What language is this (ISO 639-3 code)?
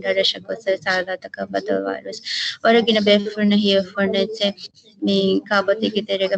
div